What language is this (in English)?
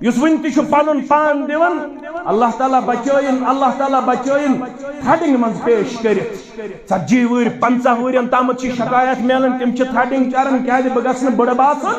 Kashmiri